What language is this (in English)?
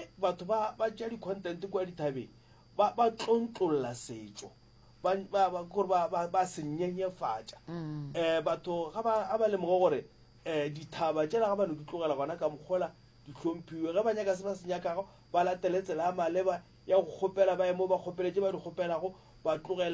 Northern Sotho